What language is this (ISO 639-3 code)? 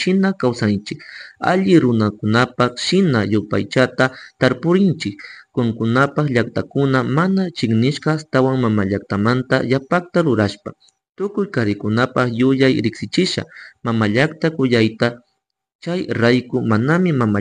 qug